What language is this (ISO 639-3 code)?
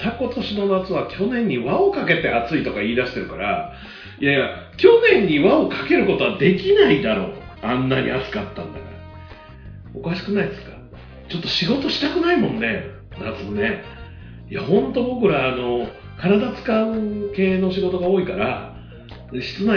jpn